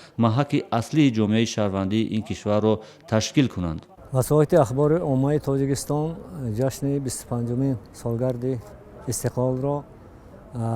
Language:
Tajik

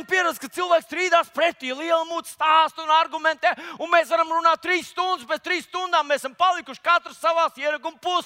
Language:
Latvian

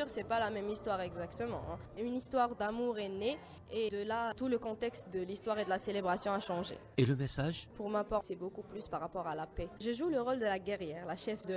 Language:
French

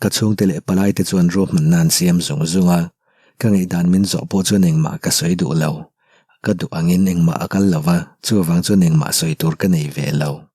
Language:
Mizo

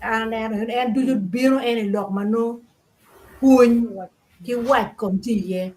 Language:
Acoli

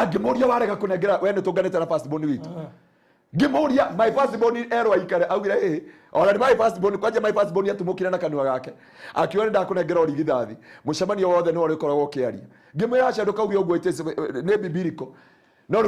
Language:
Kikuyu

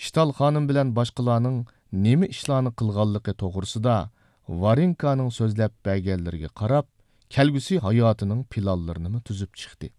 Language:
Uyghur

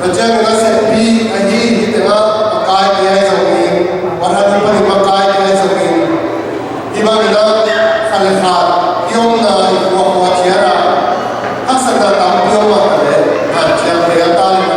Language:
Tedim Chin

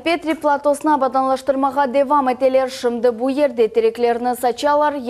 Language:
Crimean Tatar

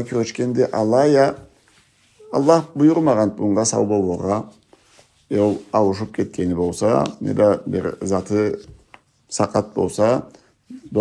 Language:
Karachay-Balkar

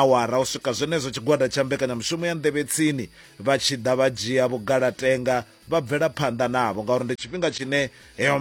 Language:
Venda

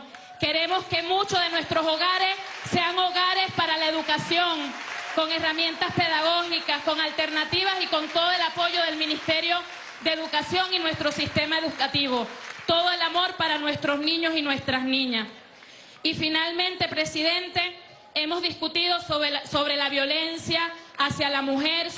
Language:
Spanish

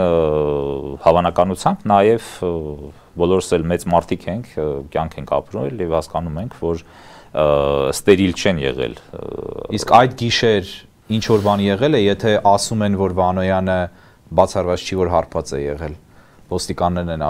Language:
Armenian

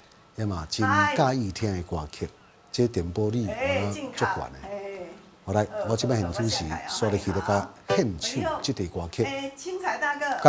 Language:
Min Nan Chinese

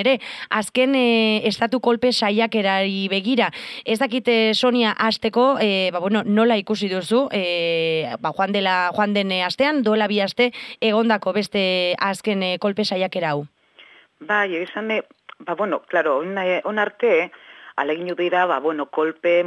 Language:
Basque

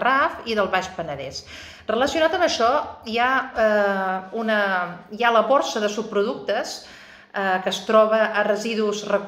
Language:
Catalan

